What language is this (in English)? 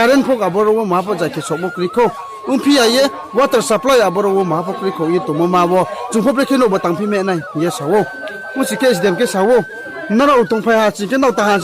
Riang (India)